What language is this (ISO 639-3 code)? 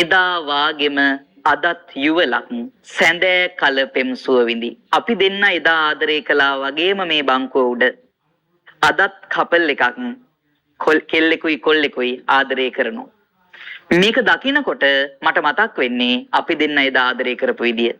sin